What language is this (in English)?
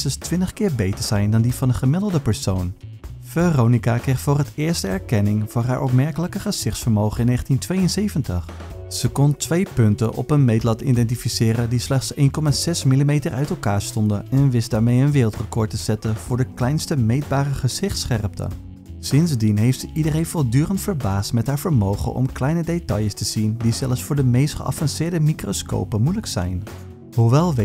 Dutch